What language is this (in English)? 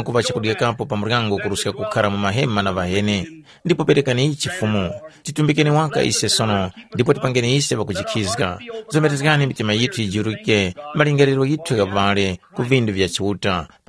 Tumbuka